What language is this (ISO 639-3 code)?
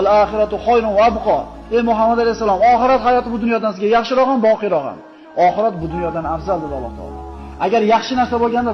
uzb